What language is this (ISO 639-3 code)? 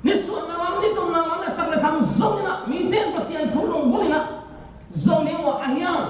ctd